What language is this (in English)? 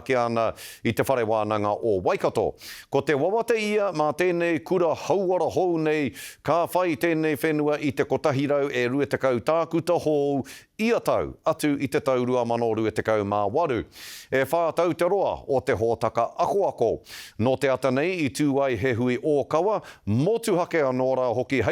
Māori